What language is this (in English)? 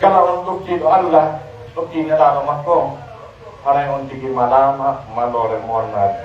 Pular